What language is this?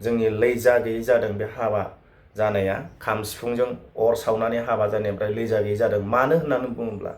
Bodo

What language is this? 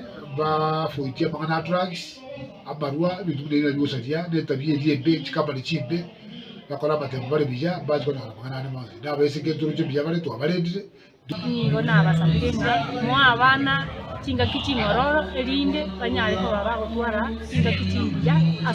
Gusii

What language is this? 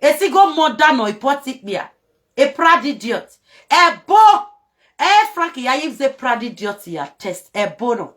Nigerian Pidgin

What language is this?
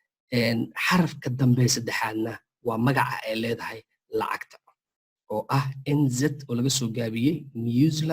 Somali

